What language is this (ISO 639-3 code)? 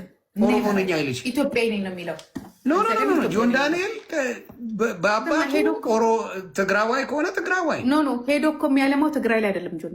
amh